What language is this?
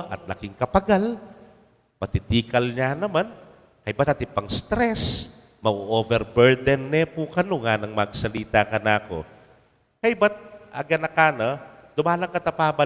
Pampanga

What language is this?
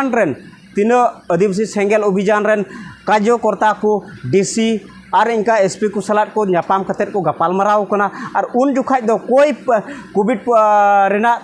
Santali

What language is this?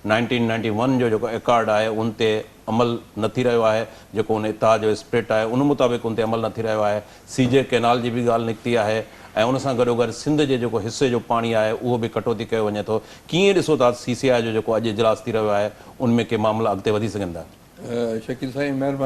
Sindhi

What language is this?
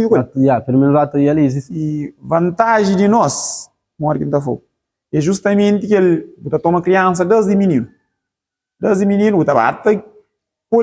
Kabuverdianu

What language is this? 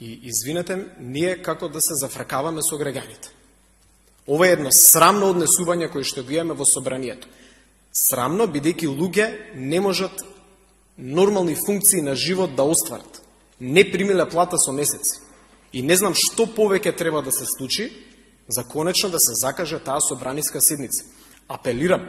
Macedonian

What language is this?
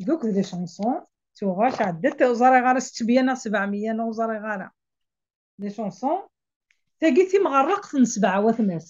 Kabyle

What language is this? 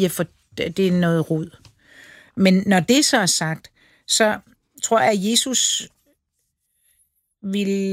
Danish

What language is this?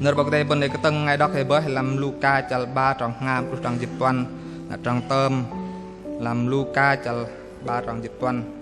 Bahnar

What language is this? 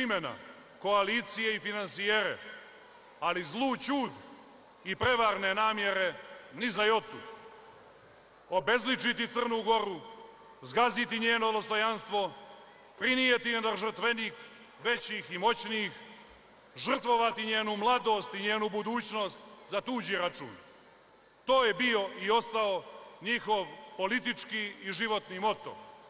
Serbian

